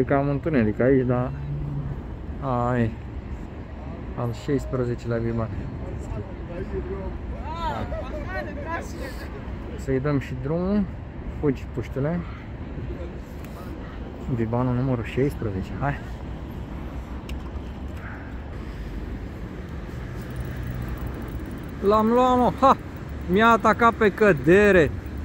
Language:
Romanian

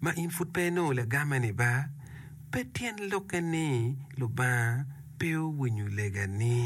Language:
Acoli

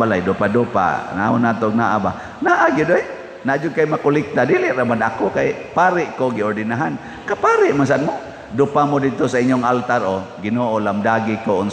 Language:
Cebuano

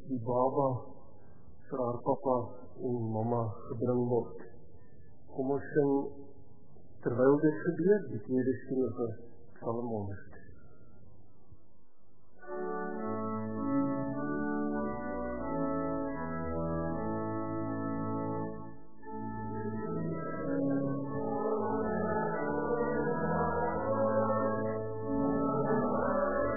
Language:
Afrikaans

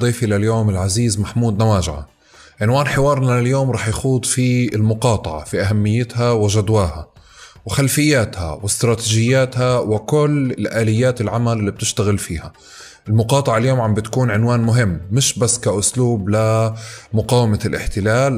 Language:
North Levantine Arabic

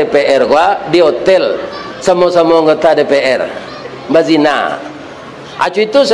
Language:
Minangkabau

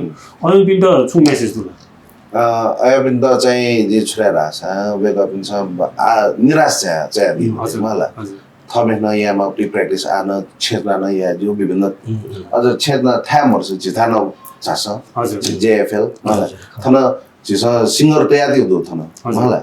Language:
Newari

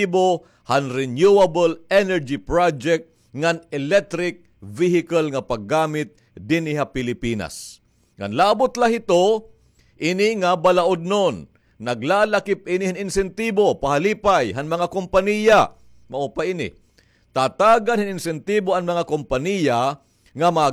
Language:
Waray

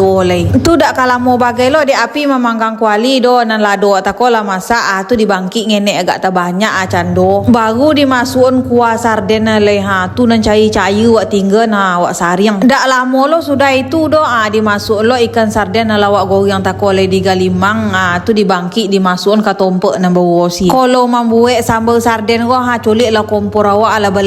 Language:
Minangkabau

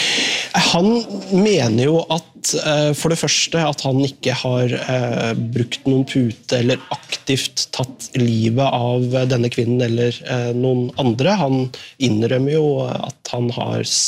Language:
Norwegian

